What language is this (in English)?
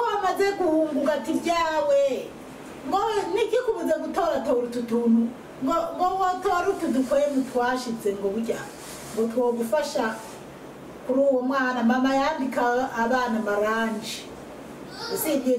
Rundi